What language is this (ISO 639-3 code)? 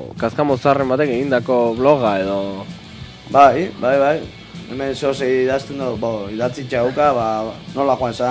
eus